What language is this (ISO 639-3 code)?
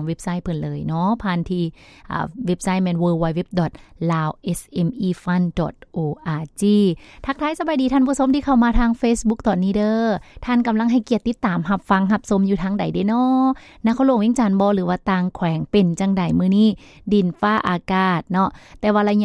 lao